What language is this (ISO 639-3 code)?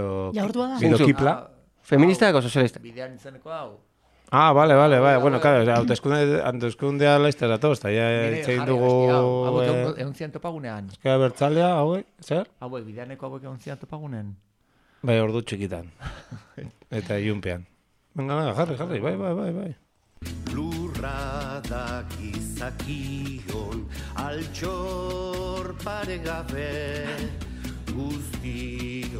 eus